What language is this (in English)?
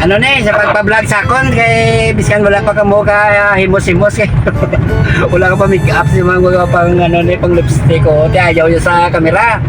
Hiligaynon